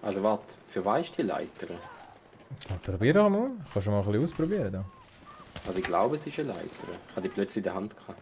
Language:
Swiss German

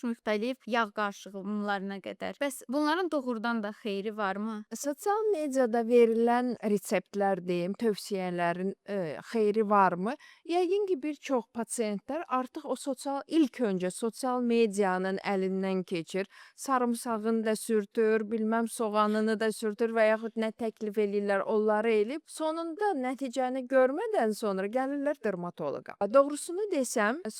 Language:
Azerbaijani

